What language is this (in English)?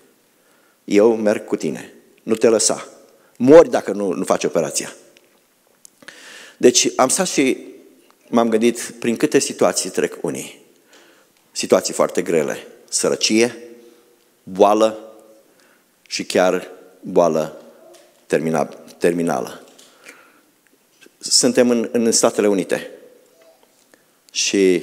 Romanian